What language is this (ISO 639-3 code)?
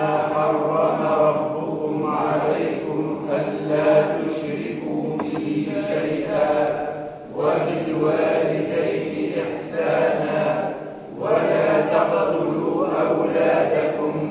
ara